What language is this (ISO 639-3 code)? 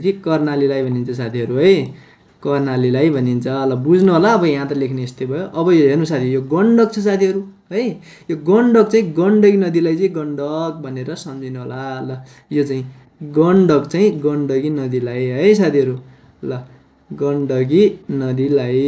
nep